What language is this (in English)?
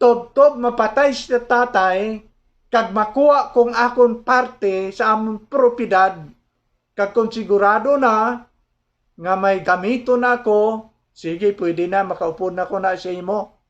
Hiligaynon